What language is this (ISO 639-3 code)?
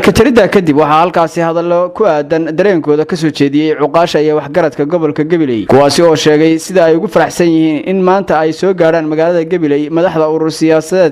som